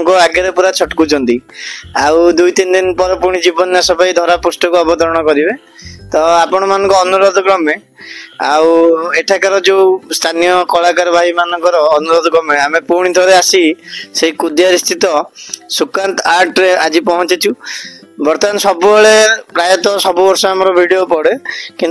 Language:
Odia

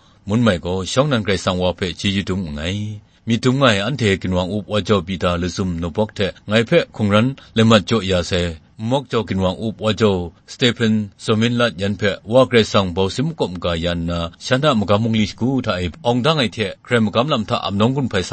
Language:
Kachin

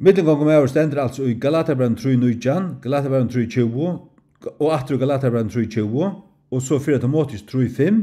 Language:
Faroese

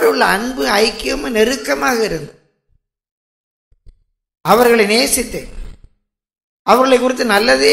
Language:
Tamil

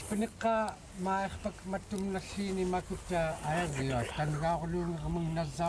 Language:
Central Yupik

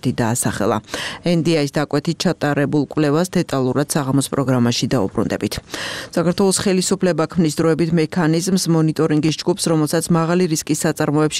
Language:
Georgian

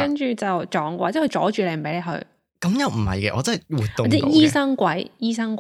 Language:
Cantonese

